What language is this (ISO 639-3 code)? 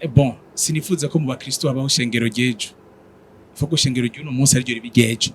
run